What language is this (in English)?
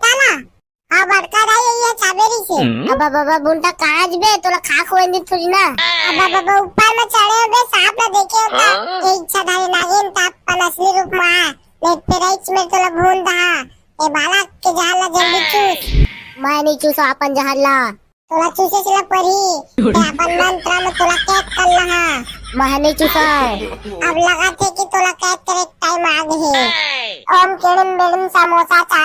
Chhattisgarhi